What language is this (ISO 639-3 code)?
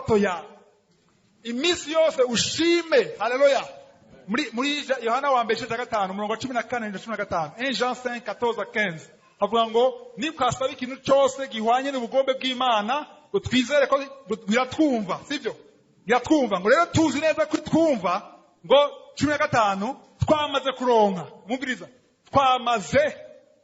run